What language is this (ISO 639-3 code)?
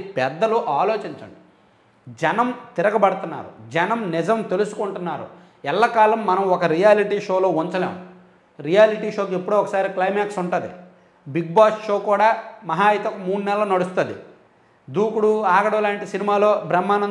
tel